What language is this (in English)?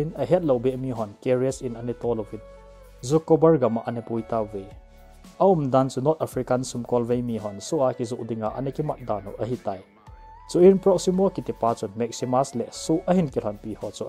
Thado Chin